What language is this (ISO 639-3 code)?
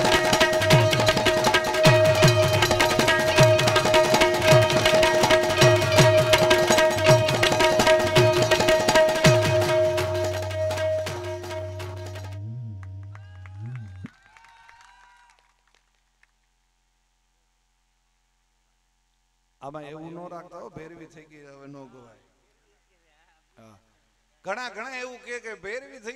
guj